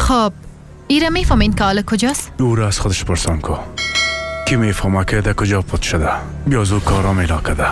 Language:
Persian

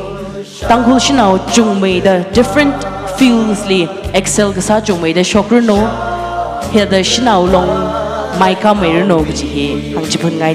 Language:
Tangkhul Naga (India)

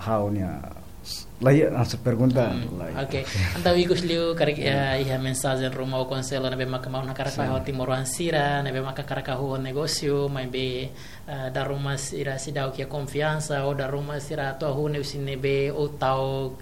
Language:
Tetum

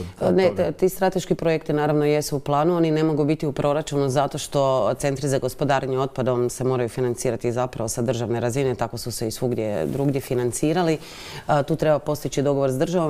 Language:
Croatian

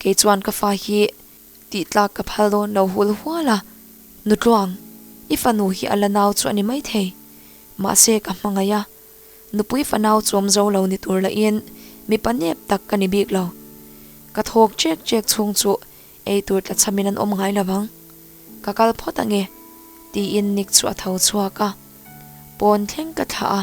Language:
Mizo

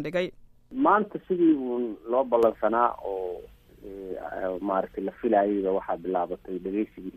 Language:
Somali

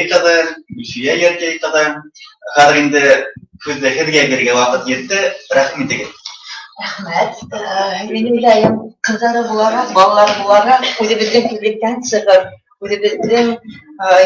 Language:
Bashkir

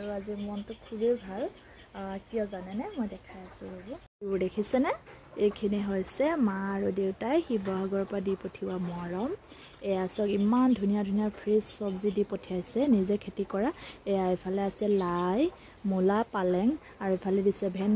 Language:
Assamese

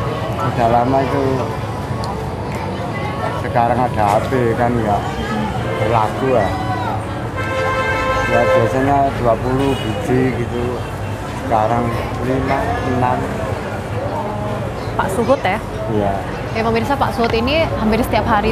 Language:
Indonesian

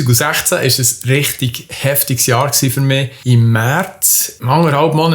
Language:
Swiss German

